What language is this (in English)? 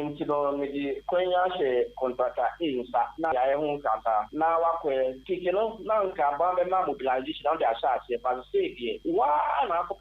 Akan